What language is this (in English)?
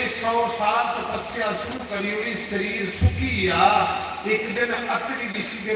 Dogri